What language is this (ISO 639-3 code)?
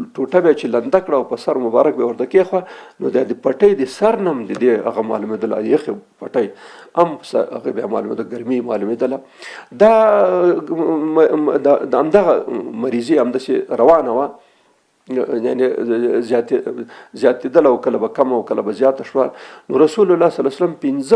pus